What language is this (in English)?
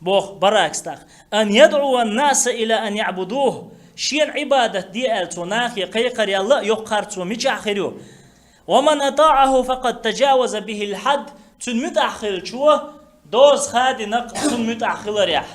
Chechen